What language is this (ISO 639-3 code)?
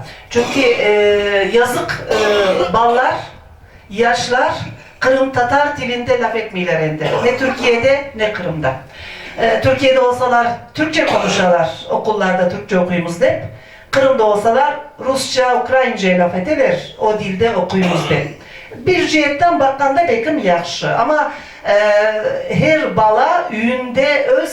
crh